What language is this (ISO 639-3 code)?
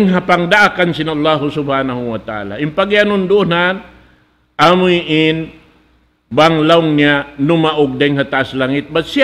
tsg